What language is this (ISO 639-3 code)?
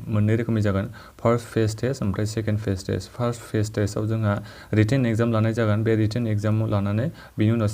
brx